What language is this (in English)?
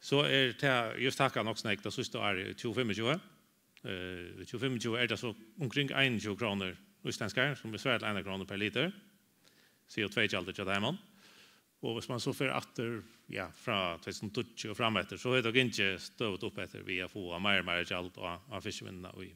Faroese